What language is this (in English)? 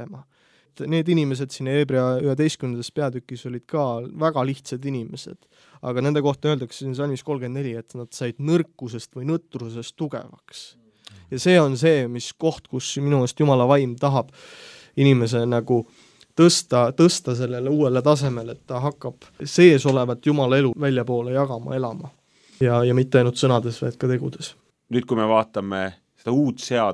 Estonian